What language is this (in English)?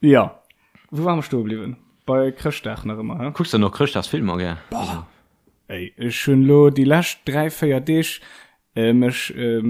Luxembourgish